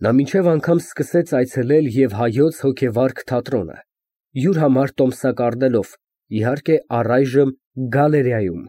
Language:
Armenian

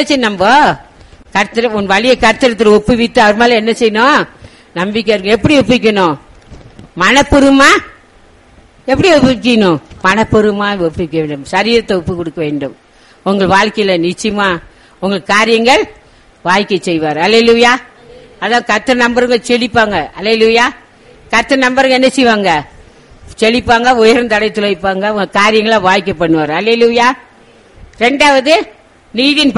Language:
Tamil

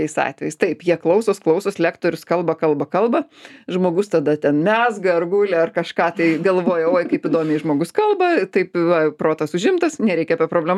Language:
Lithuanian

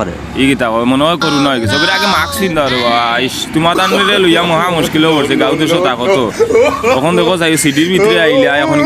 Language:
Sylheti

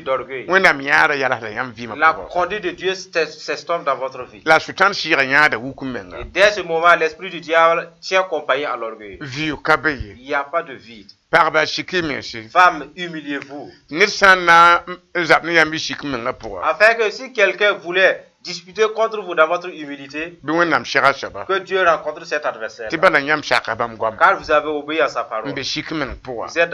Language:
Mossi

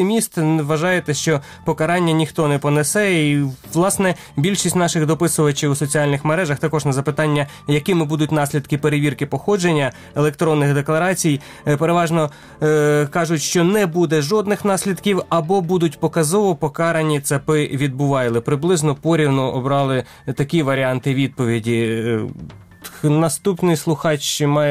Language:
Ukrainian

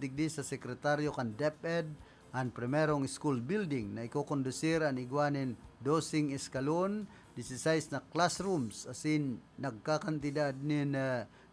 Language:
Bikol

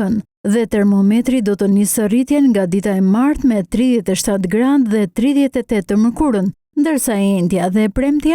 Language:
Albanian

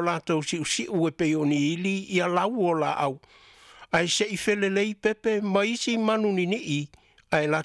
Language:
Samoan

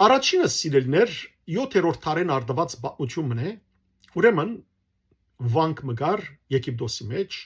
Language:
Western Armenian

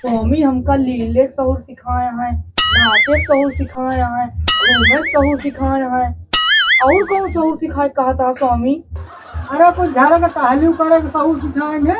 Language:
Awadhi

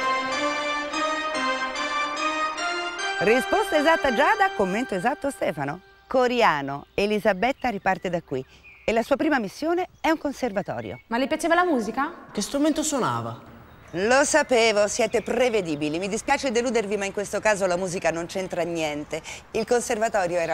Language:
Italian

